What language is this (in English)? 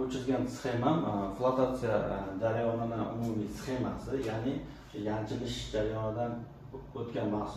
Uzbek